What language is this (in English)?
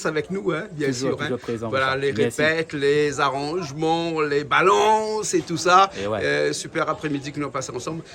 Réunion Creole French